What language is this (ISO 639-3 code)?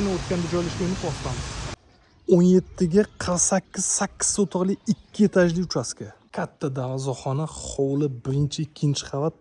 uzb